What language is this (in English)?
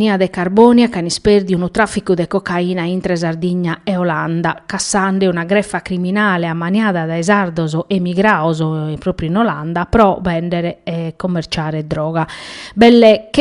Sardinian